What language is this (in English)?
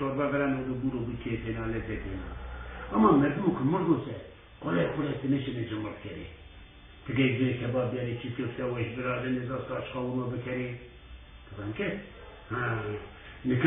Zaza